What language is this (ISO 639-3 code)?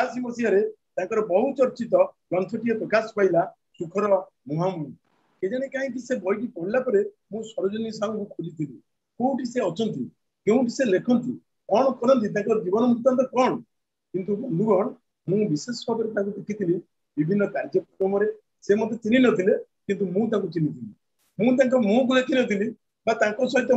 ori